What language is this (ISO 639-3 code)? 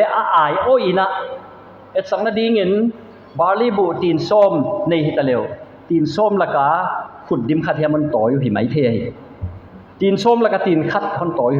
pck